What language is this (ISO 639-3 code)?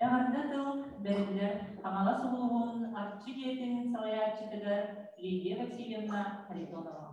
sah